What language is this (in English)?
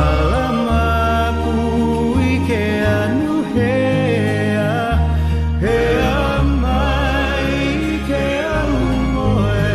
Hawaiian